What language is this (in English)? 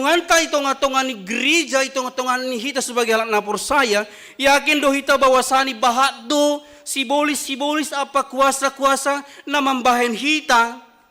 Batak Simalungun